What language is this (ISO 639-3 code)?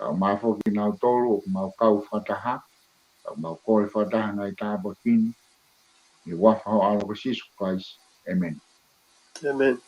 ton